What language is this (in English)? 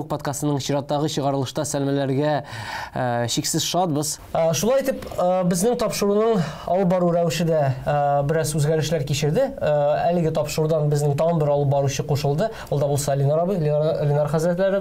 Tatar